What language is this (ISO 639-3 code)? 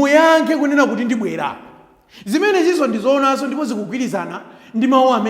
nya